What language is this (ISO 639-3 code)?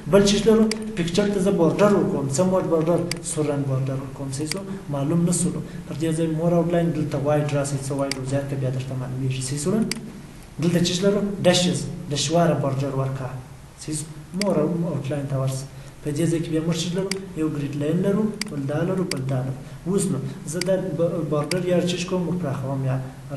pus